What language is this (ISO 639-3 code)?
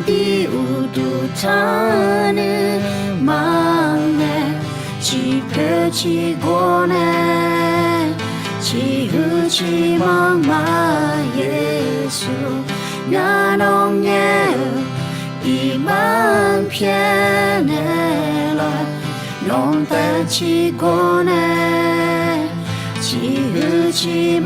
ahk